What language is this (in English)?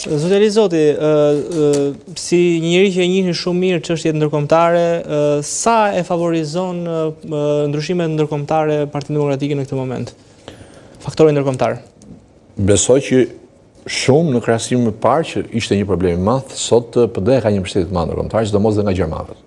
Albanian